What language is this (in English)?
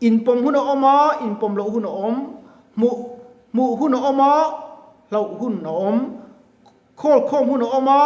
Mizo